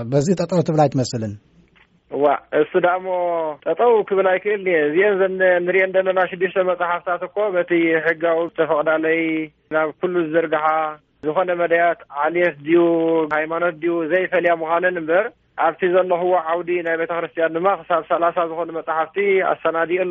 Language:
Tigrinya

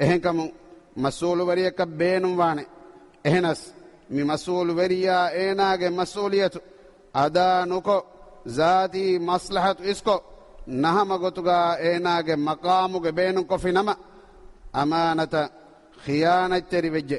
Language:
Divehi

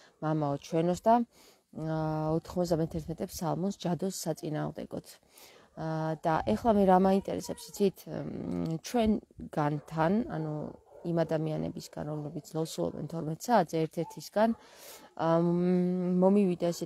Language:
Georgian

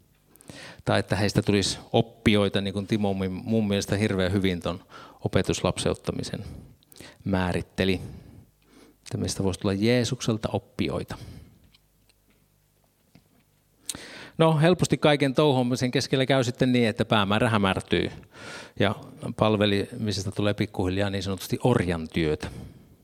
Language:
Finnish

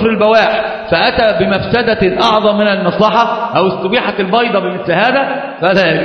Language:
Arabic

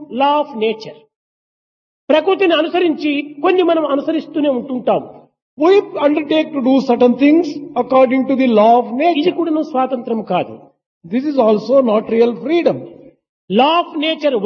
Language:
Telugu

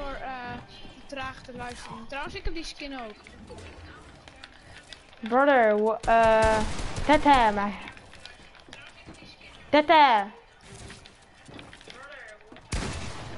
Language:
Dutch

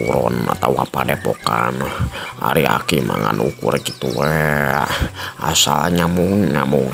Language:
Sundanese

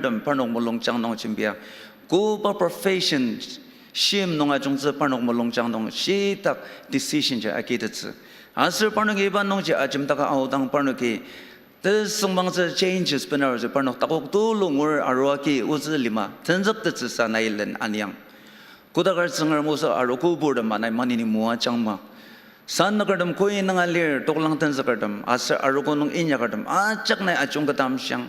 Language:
Ao Naga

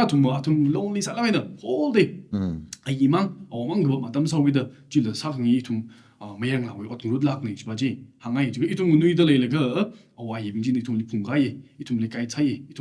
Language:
Tangkhul Naga (India)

